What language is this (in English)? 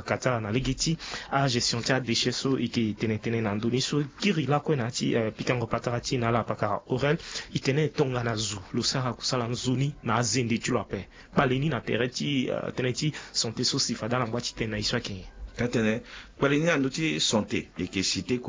Sango